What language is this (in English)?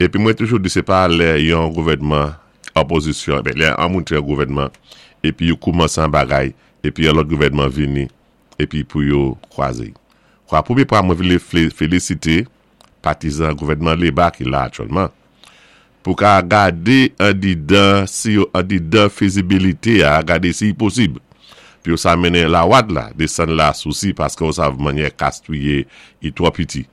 Saint Lucian Creole French